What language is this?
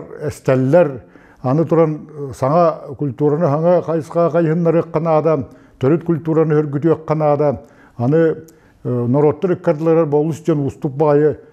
Yakut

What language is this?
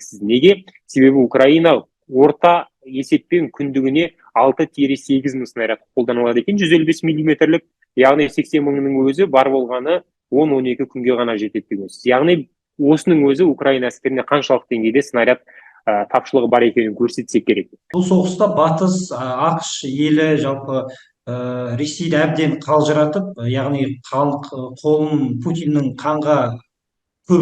Kazakh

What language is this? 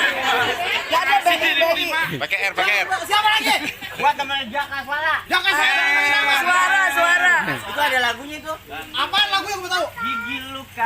Betawi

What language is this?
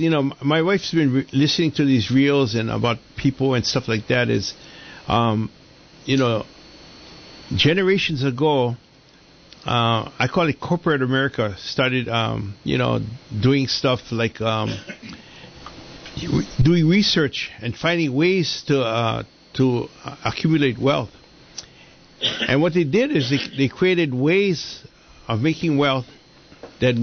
English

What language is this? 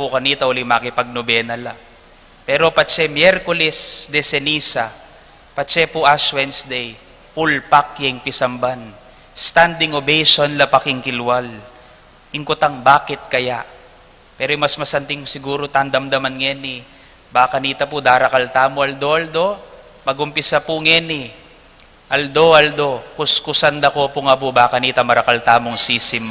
Pampanga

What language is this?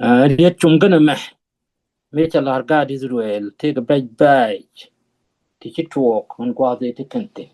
Nuer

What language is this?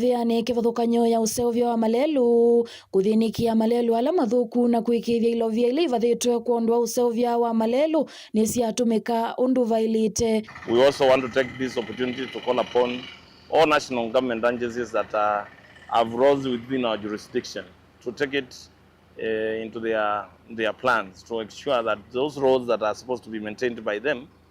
Kamba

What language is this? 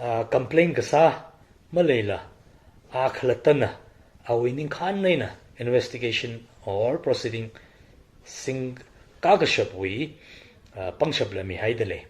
Tangkhul Naga (India)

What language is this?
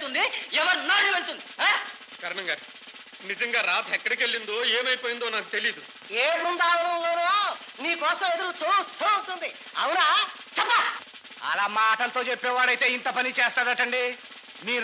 Telugu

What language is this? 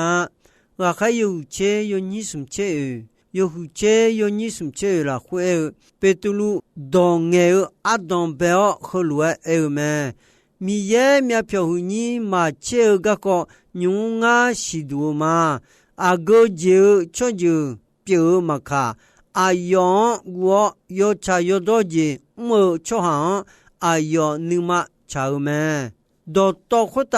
Akha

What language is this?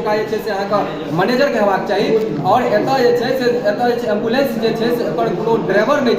Maithili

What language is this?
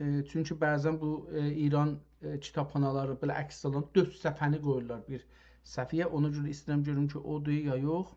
South Azerbaijani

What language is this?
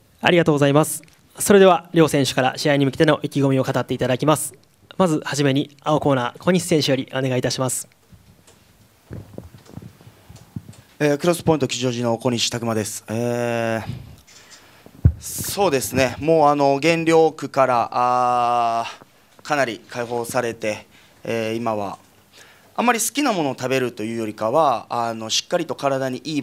Japanese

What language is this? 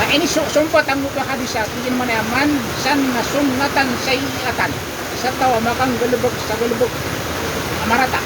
Maranao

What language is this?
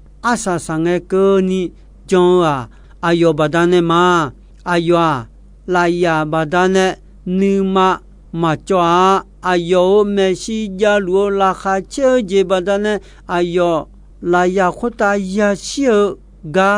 Akha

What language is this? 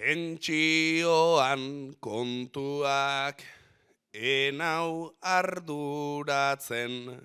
Basque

